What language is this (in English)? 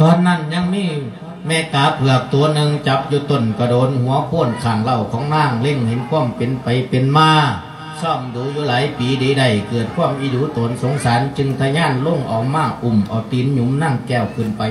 Lao